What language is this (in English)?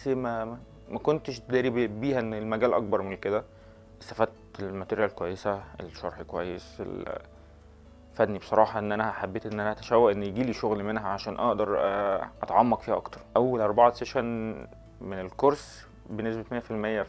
Egyptian Arabic